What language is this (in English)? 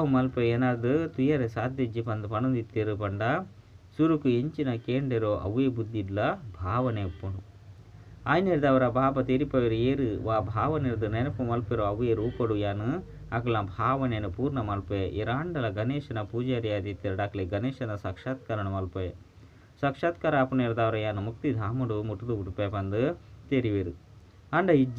Tulu